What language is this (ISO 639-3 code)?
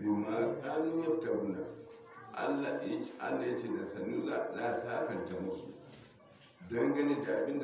hau